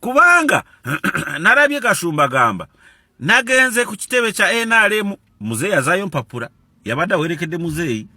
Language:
Ganda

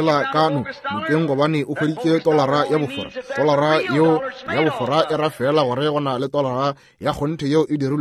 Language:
Northern Sotho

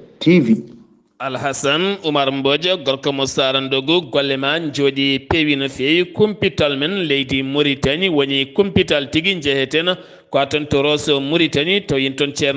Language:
Fula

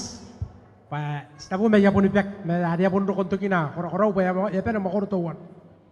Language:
Gilbertese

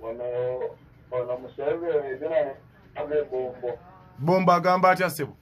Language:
Ganda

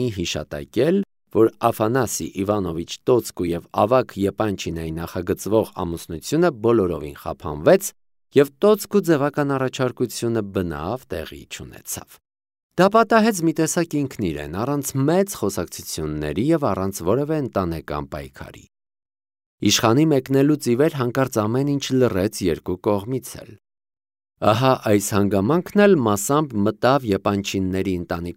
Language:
Armenian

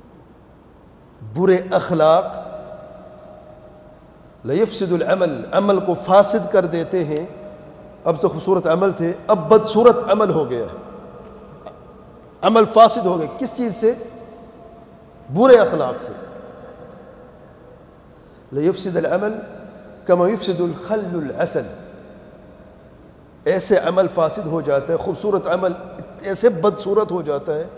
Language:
Urdu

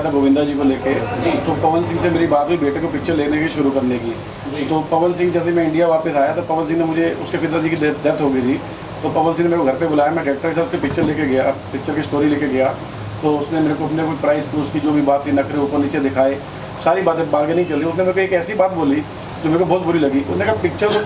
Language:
Hindi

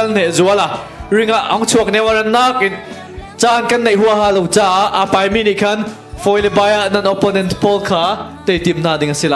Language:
Hakha Chin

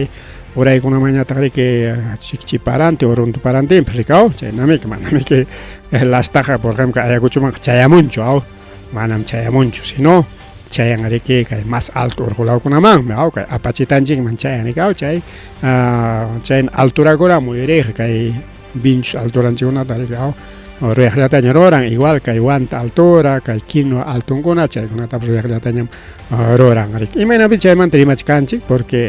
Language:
Ayacucho Quechua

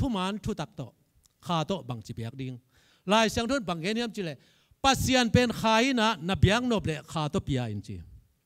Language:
Tedim Chin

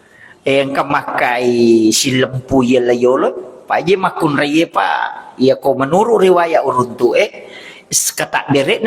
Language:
Buginese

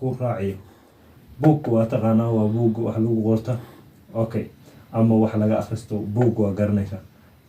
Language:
Somali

